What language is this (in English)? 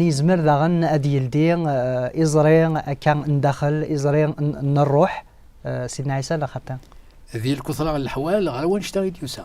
Kabyle